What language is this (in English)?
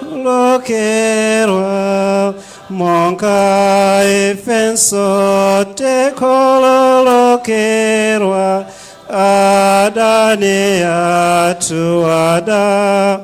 Nyanja